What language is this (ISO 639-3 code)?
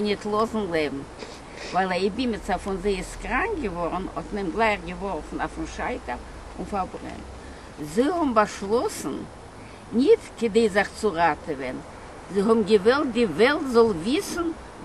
yid